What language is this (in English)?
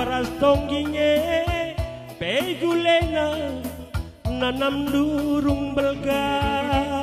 Batak Karo